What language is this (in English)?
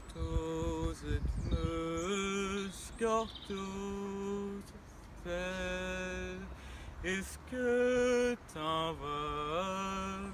Breton